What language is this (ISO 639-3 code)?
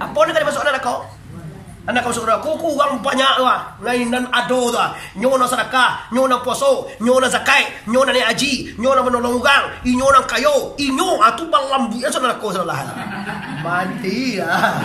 min